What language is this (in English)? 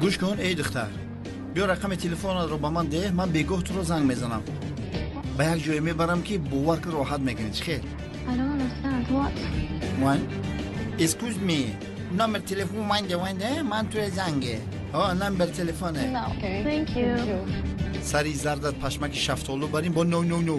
Tajik